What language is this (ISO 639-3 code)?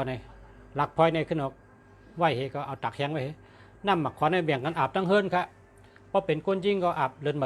shn